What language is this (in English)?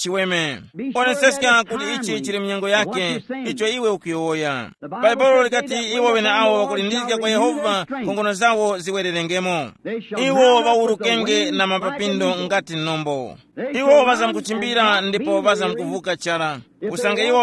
Tumbuka